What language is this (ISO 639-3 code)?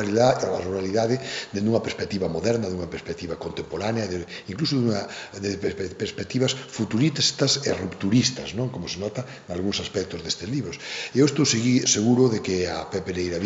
glg